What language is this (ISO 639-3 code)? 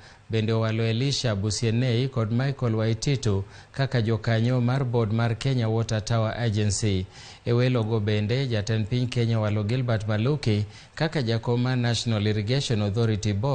luo